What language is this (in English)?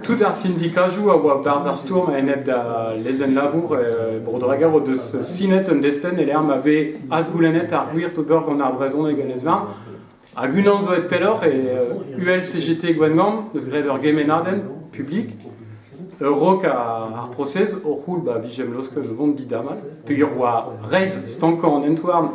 Breton